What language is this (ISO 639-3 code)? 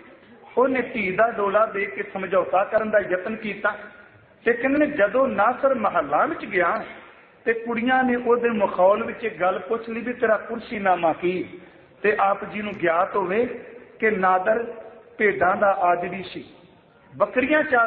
pan